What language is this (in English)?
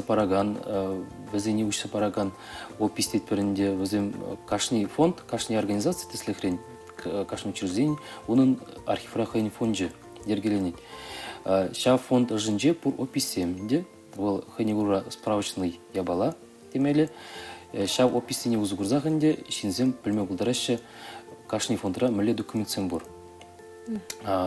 Chuvash